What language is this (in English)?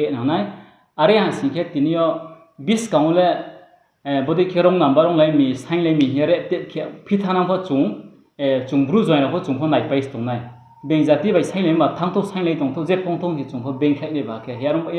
Riang (India)